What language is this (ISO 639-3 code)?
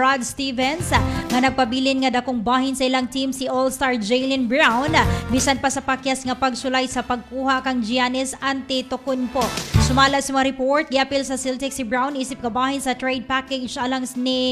ceb